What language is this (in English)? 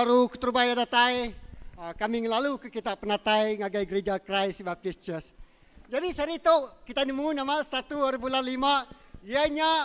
Iban